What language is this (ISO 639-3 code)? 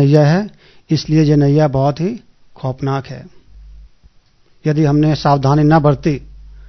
hin